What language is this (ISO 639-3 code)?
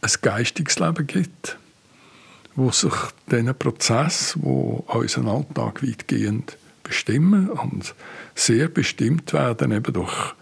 gsw